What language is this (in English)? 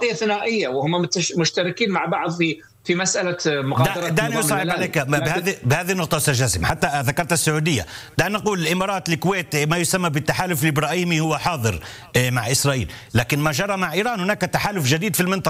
Arabic